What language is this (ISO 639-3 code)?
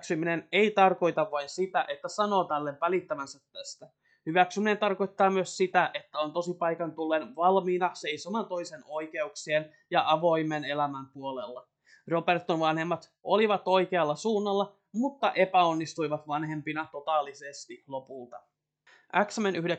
fin